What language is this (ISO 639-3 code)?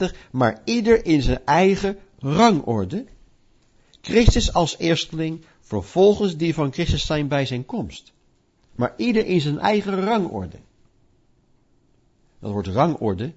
nld